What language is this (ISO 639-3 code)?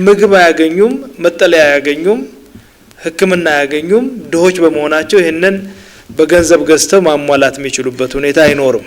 amh